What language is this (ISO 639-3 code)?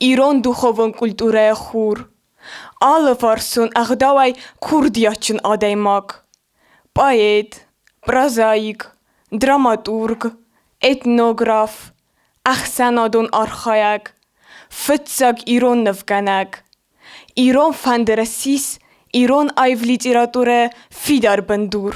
oss